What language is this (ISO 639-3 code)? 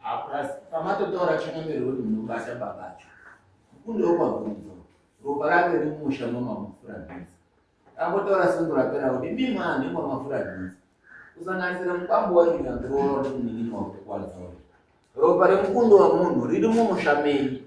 sna